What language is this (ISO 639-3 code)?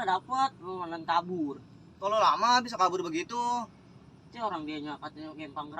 bew